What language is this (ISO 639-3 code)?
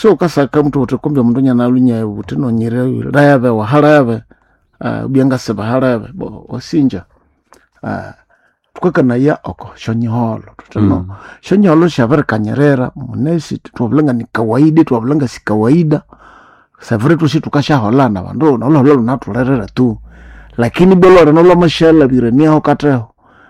nnb